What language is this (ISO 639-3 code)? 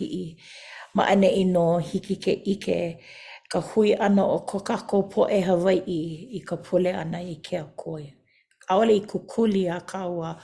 haw